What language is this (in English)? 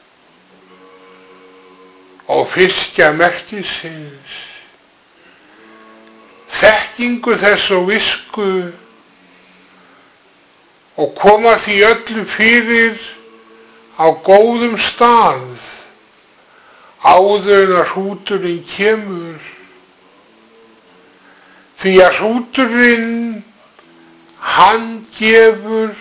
Icelandic